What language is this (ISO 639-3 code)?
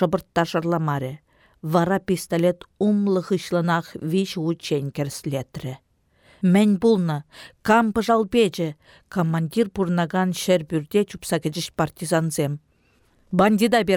chv